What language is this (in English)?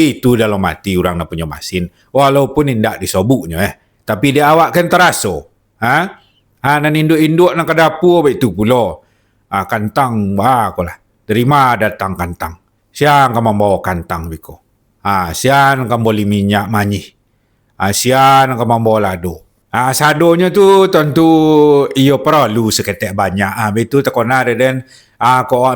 Minangkabau